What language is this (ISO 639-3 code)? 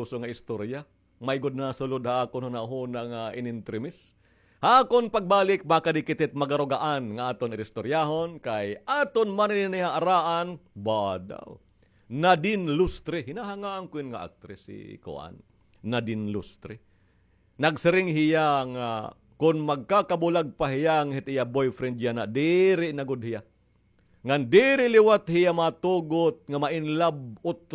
war